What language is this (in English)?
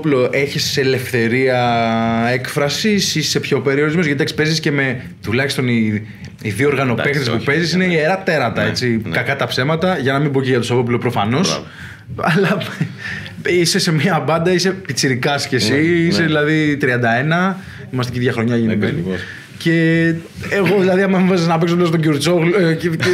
Greek